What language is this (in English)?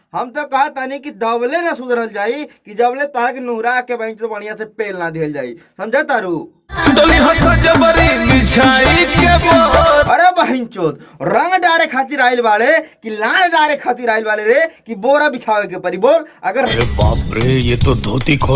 Bhojpuri